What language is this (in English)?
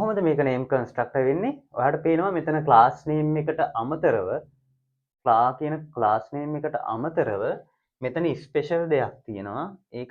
Sinhala